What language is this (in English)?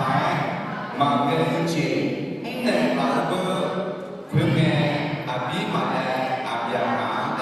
Akha